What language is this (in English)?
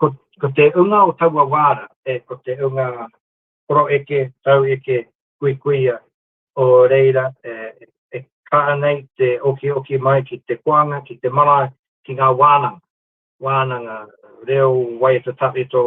Māori